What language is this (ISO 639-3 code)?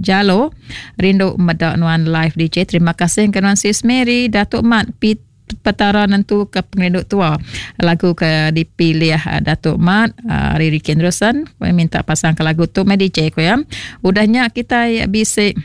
iba